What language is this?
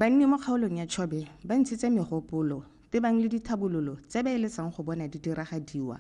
Tswana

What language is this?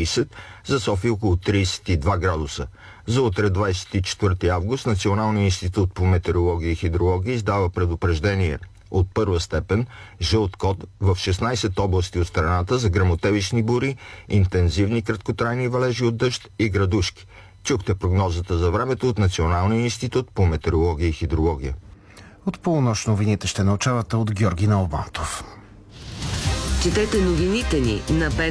Bulgarian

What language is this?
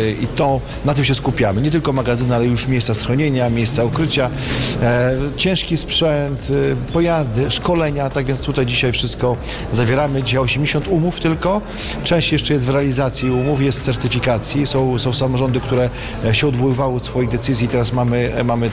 Polish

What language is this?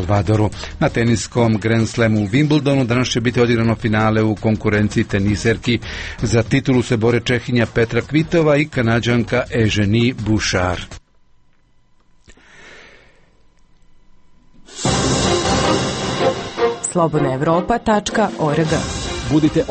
Croatian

